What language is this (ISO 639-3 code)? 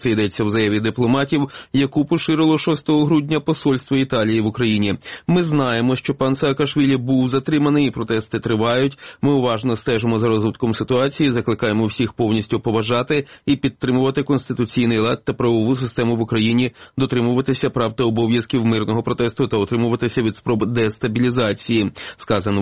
ukr